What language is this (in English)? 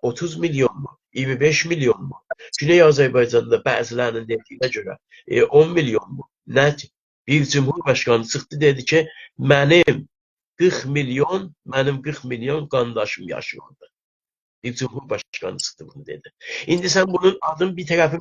South Azerbaijani